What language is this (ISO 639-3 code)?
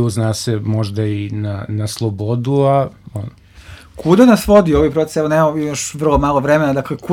srp